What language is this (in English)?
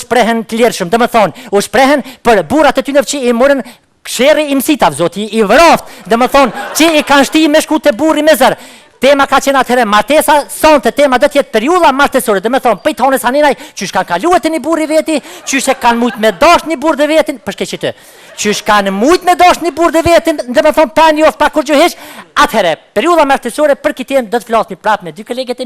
Albanian